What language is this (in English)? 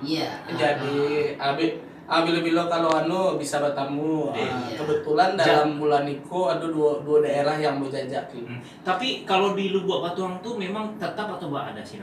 Minangkabau